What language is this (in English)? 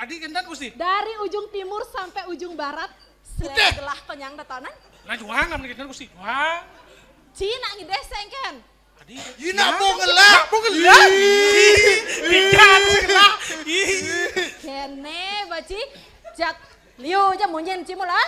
Balinese